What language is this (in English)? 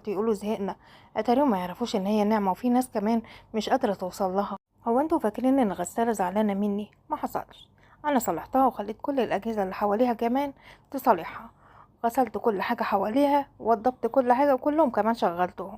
Egyptian Arabic